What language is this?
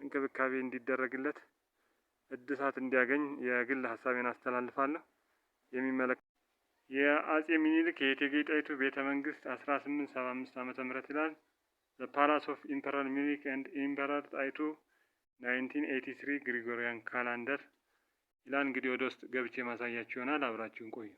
Amharic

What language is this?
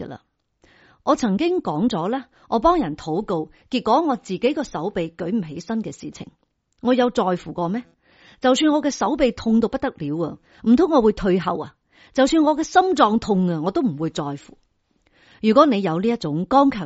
Cantonese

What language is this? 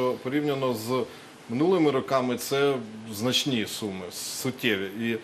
Ukrainian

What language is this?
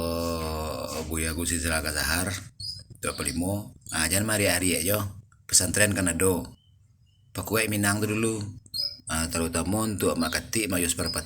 Minangkabau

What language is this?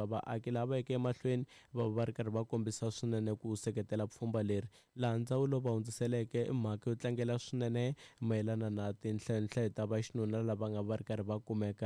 Tsonga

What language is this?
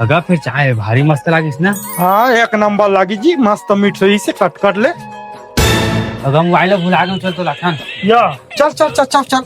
Chhattisgarhi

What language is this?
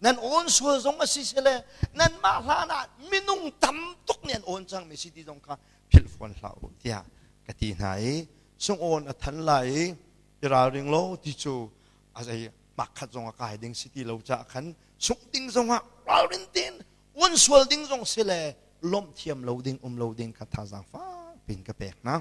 Hakha Chin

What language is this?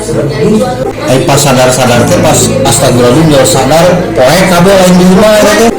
Sundanese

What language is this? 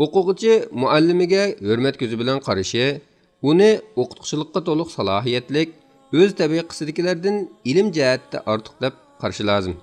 Uyghur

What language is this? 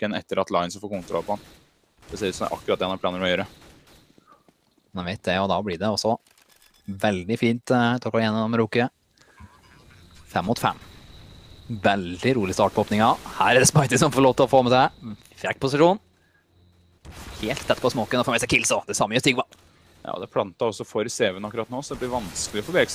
Norwegian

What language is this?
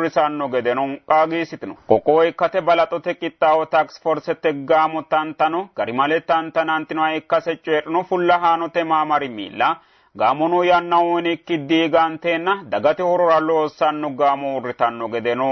Sidamo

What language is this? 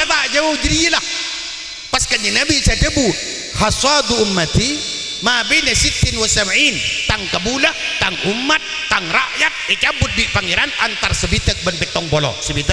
Madurese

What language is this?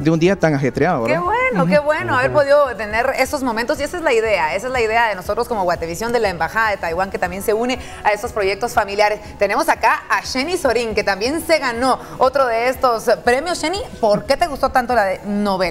Spanish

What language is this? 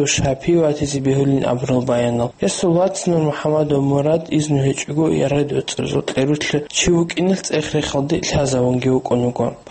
Avaric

